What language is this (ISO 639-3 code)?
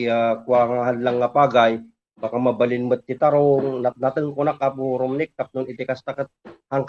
ilo